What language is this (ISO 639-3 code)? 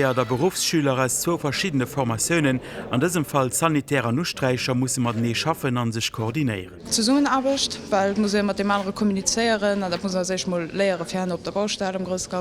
ltz